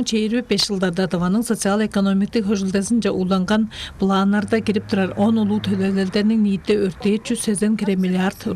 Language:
Tuvinian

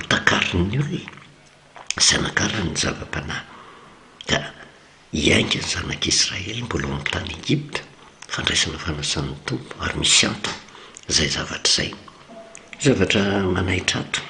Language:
Malagasy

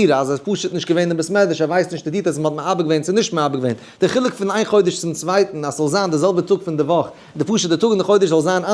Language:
Yiddish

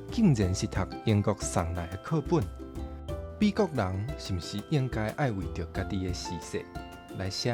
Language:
Min Nan Chinese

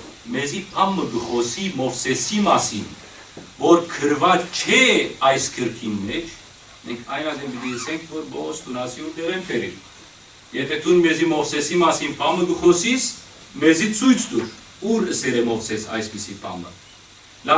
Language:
Western Armenian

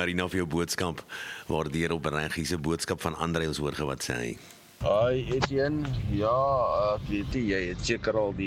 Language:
Afrikaans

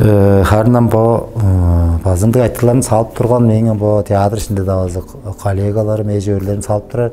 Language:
Tuvinian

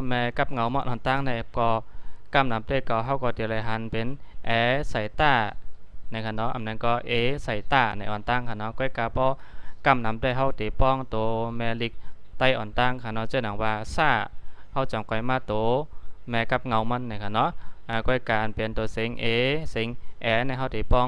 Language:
Shan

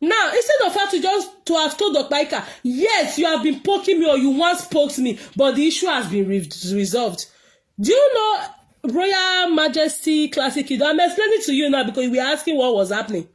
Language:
Nigerian Pidgin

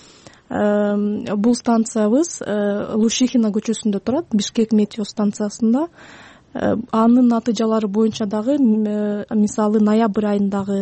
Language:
Kyrgyz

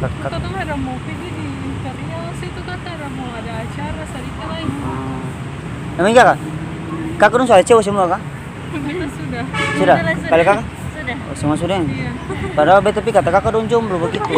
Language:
Ambonese Malay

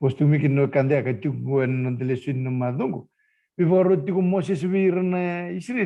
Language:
Fijian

